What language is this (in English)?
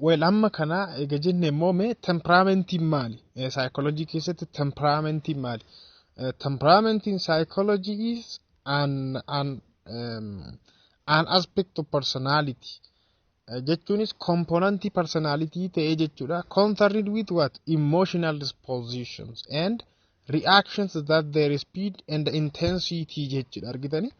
Oromo